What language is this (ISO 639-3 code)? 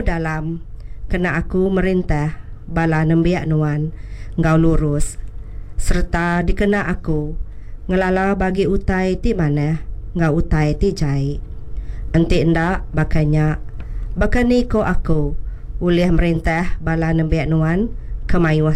iba